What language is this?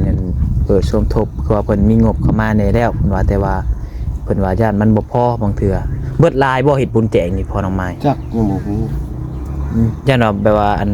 Lao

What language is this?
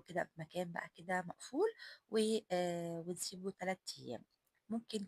Egyptian Arabic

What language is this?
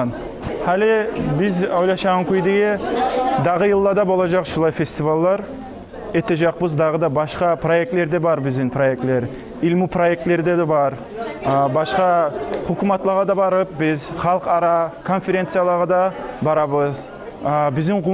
Kumyk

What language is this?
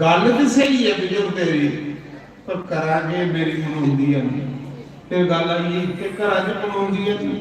Dogri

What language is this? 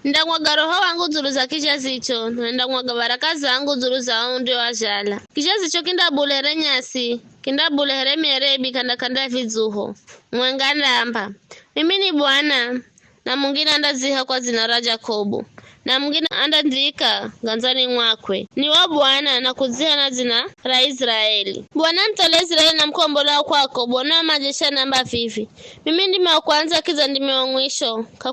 Giryama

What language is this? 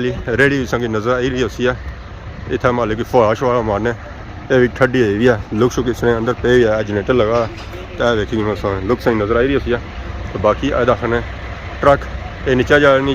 Pahari-Potwari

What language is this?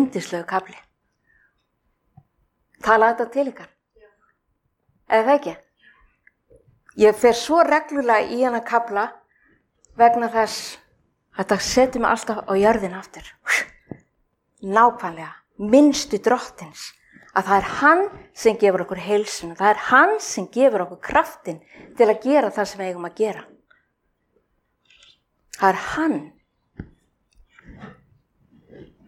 Icelandic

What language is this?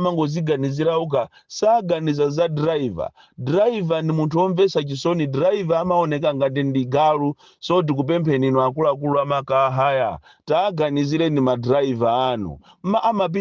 Nyanja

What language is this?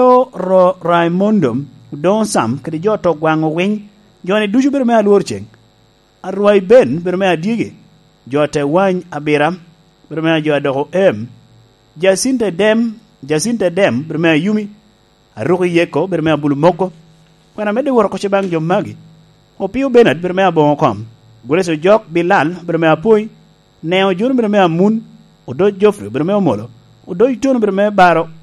Lango (Uganda)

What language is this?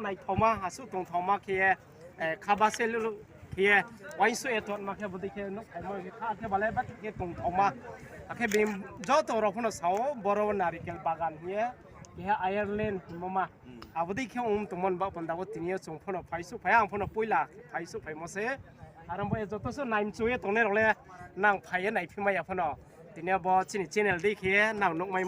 Riang (India)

